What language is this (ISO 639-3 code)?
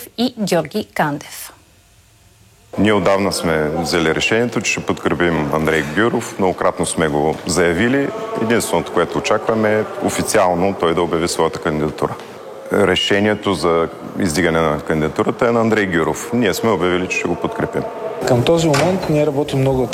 bul